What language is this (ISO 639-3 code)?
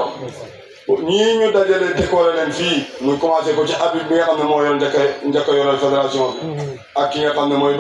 wol